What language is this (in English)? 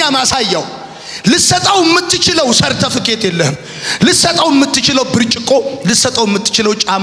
Amharic